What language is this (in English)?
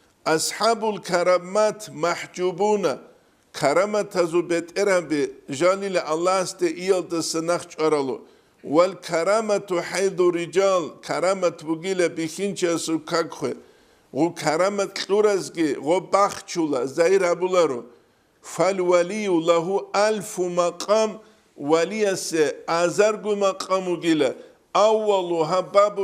Avaric